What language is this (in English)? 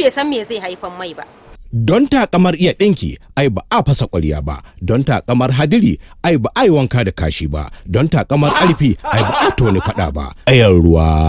Hausa